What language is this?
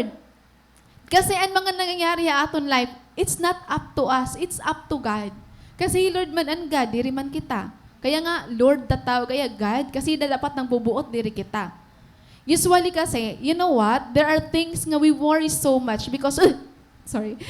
Waray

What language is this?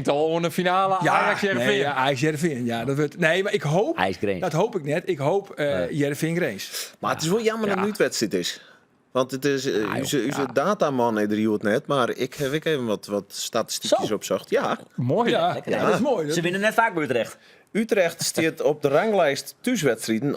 Western Frisian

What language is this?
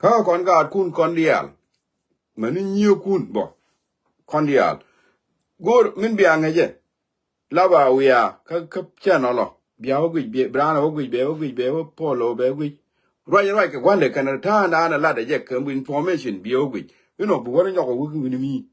Nuer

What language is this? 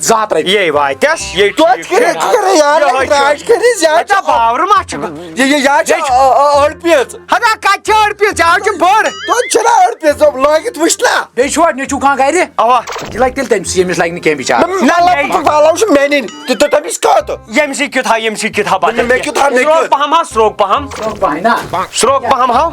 Kashmiri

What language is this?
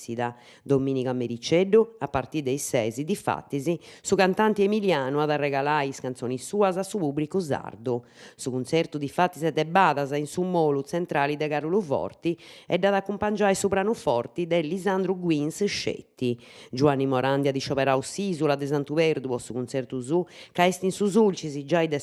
Sardinian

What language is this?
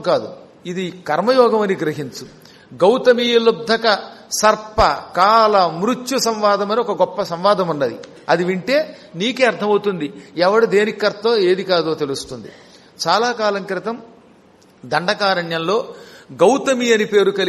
Telugu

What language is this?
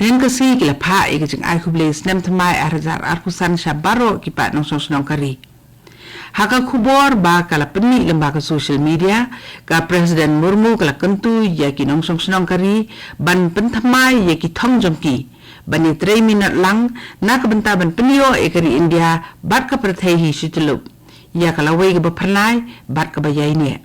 Khasi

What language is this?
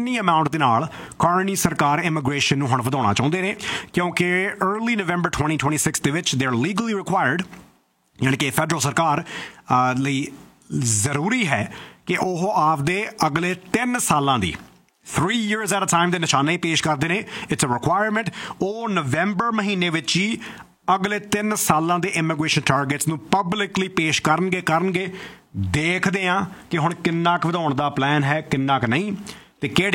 Punjabi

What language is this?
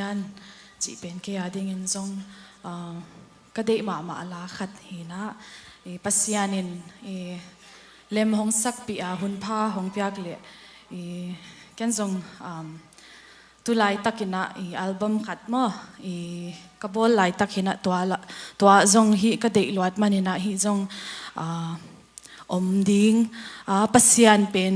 Tedim Chin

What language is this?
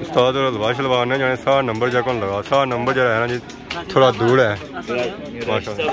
Pahari-Potwari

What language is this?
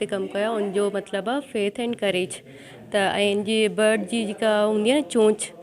Sindhi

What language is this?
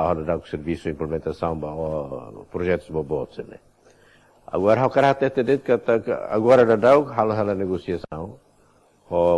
Tetum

